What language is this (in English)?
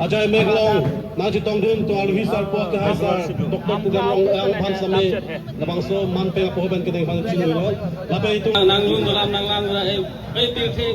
Karbi